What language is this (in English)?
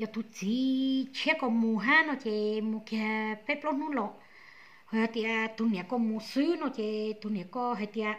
Hmong